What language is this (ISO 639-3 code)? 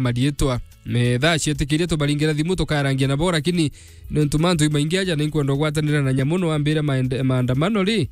mer